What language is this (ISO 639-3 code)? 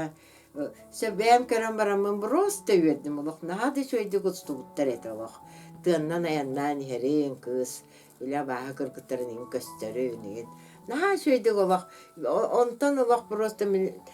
sah